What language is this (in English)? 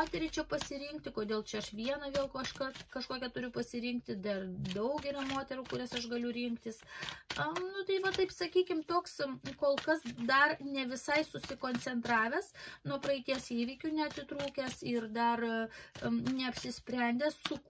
Lithuanian